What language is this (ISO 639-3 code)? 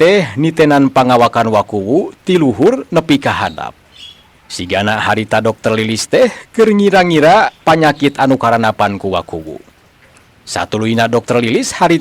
sun